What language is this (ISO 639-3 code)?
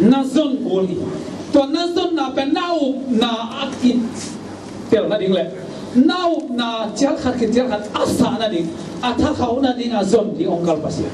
ctd